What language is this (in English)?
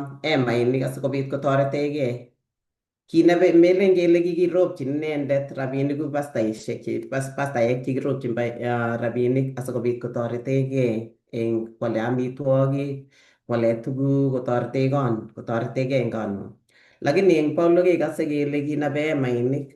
Kalenjin